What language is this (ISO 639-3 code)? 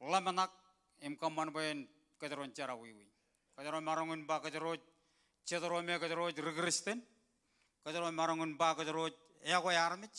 mah